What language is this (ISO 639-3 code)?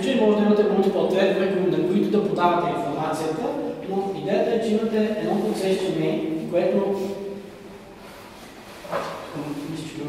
bul